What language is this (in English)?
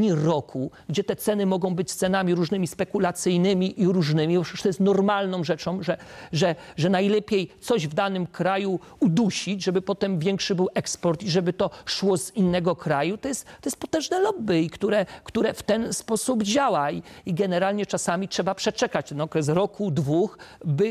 Polish